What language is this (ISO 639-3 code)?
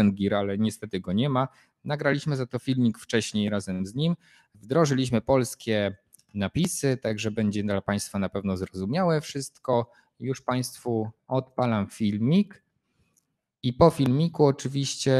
pol